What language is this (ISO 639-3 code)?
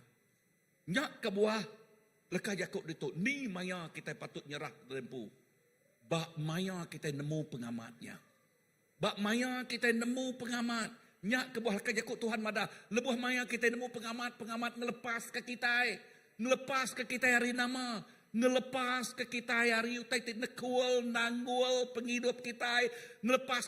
iba